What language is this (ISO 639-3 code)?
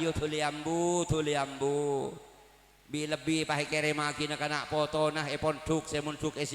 mad